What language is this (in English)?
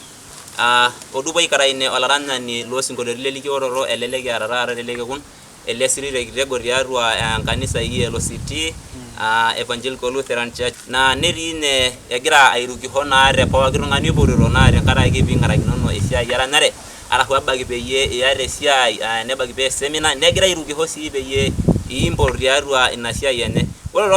Masai